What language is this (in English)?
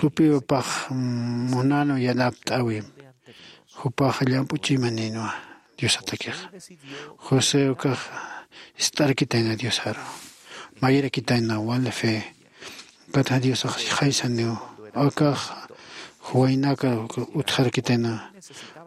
Aymara